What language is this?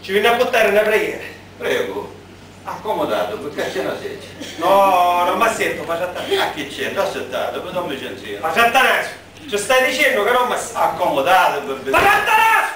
Sicilian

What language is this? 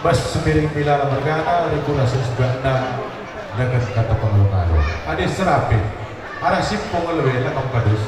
Batak Karo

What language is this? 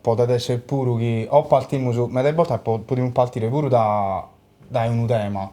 Sardinian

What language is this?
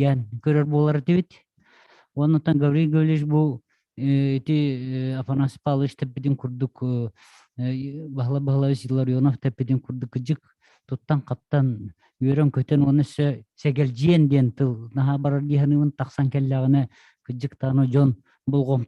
Yakut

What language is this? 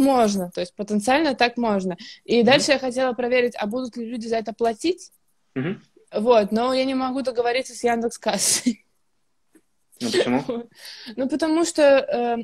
Russian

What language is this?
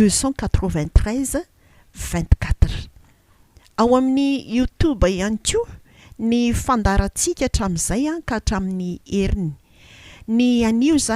Malagasy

